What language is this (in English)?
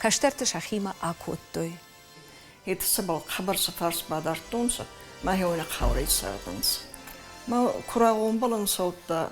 Ossetic